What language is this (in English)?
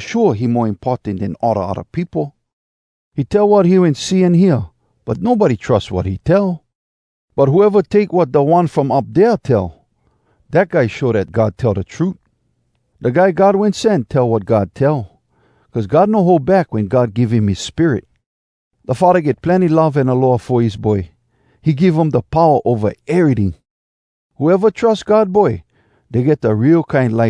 Hawai'i Creole English